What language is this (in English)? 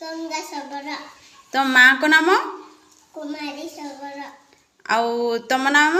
Odia